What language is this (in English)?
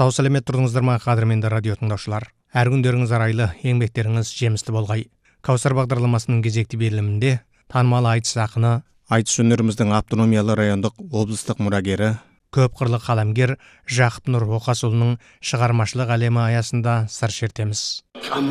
Kazakh